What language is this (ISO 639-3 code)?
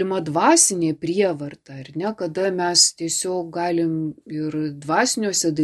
lit